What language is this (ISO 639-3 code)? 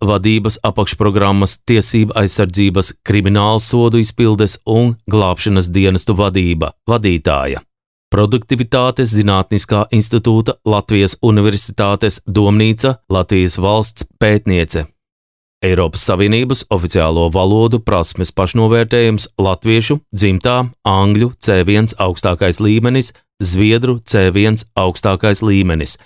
lav